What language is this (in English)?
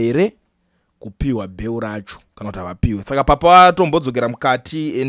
Shona